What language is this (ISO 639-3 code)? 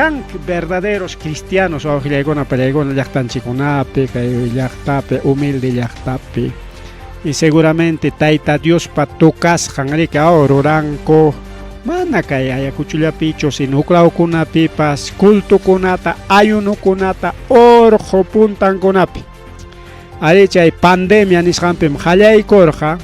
quy